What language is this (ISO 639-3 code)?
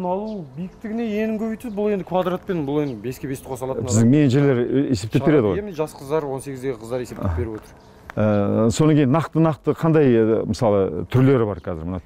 kaz